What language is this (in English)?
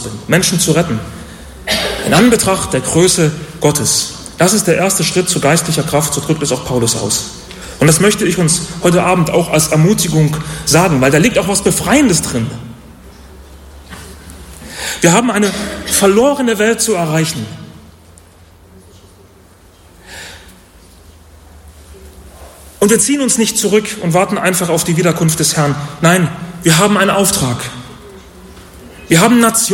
German